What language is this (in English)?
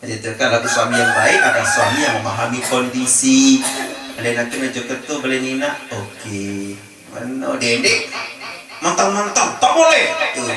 Sasak